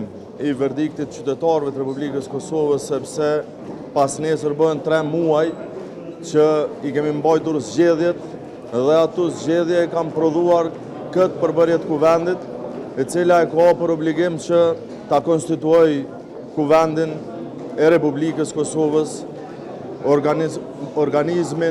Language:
Albanian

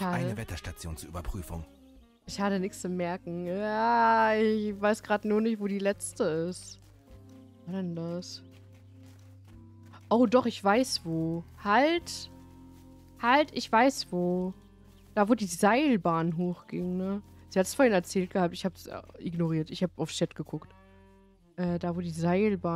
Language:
German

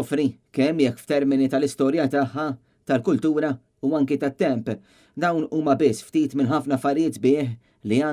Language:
Maltese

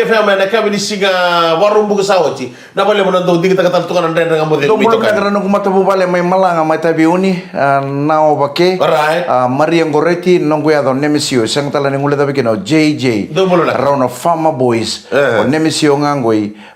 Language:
Fijian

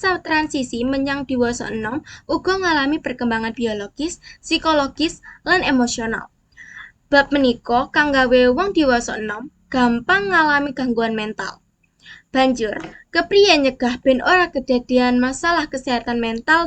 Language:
Javanese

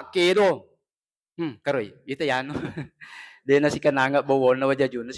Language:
Buginese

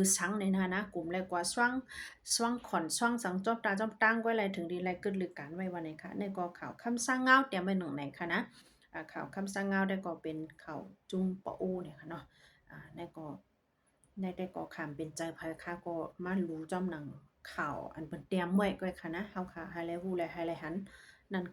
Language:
Shan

